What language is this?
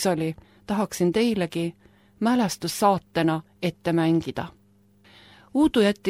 Estonian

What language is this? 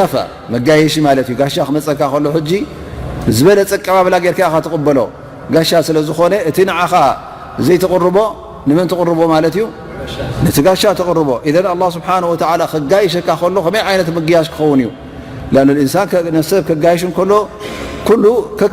Tigrinya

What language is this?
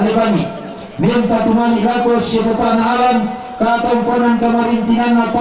Toraja-Sa'dan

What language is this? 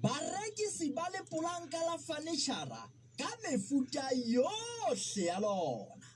Southern Sotho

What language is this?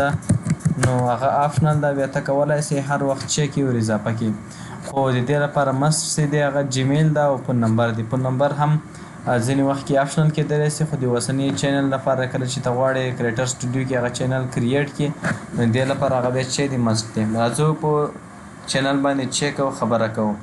Pashto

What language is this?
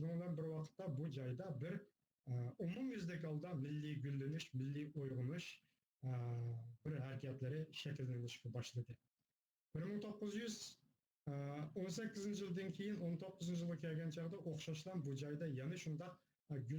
Uyghur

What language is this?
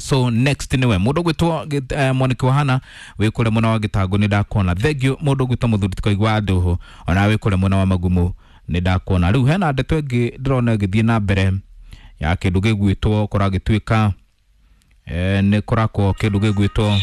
Kikuyu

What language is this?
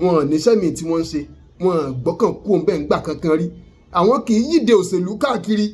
Yoruba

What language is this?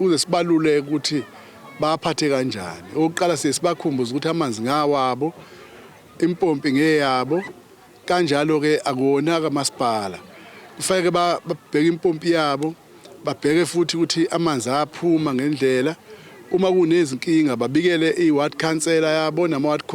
Zulu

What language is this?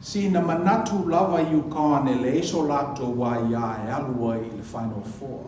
Samoan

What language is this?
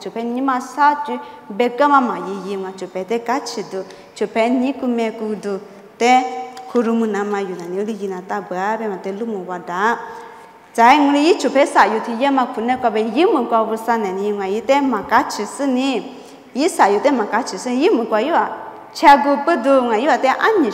Lisu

